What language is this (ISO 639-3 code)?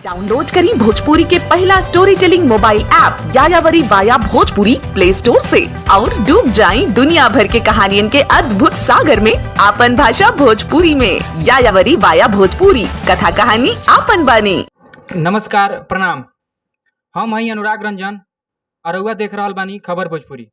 bho